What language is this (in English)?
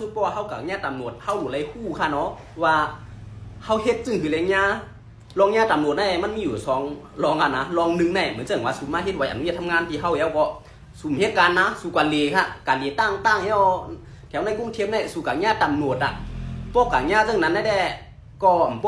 Shan